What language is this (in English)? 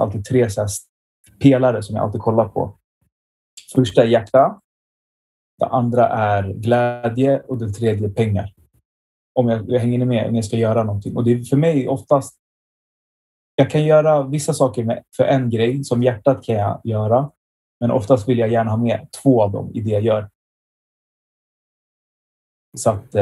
Swedish